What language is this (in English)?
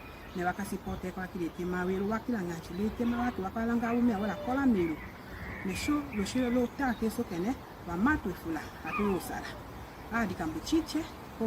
Tetela